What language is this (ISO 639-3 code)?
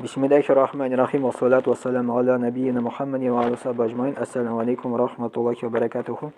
tat